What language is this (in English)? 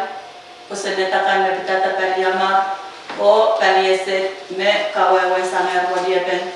Pohnpeian